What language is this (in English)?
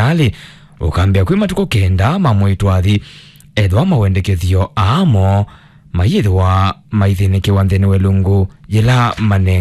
Kamba